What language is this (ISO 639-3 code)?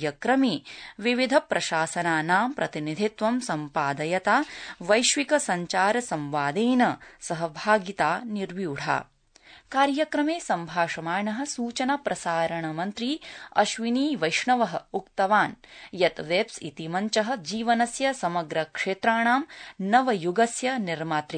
san